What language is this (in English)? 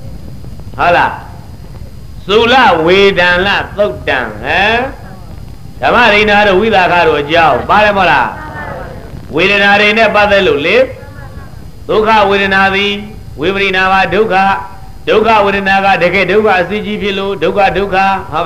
Burmese